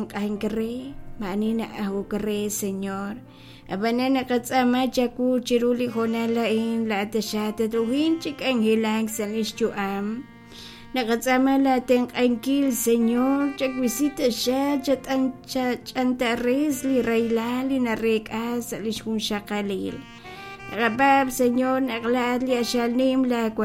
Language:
Kekchí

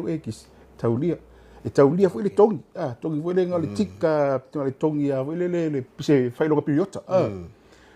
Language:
Samoan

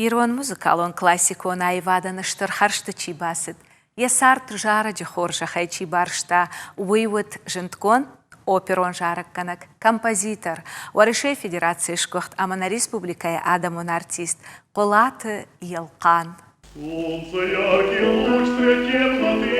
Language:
Ossetic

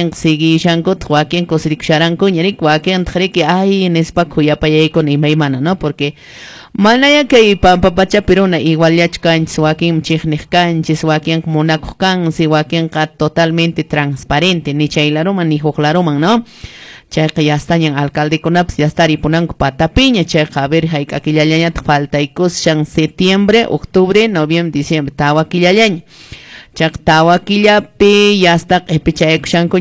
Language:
Quechua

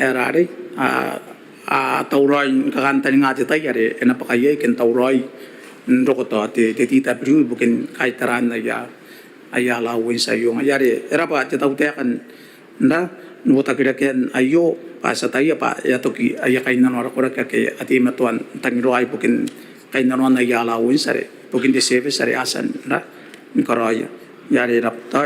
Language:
Gilbertese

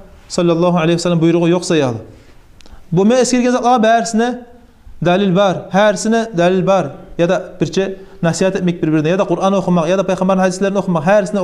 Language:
Kumyk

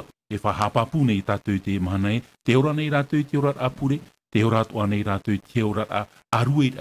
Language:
Tahitian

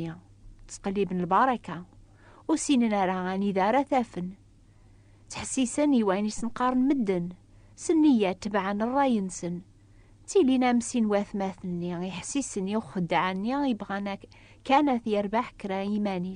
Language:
Kabyle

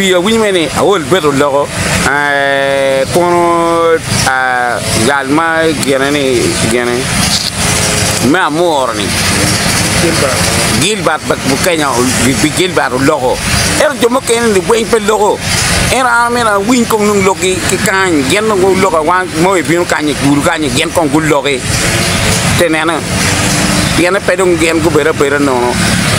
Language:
Acoli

